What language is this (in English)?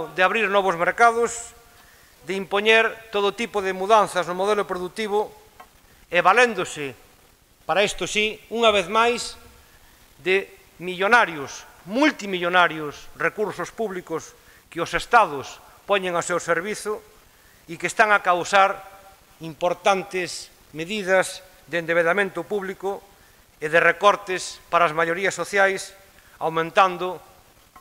Galician